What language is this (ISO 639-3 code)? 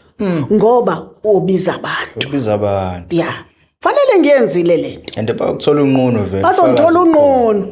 zul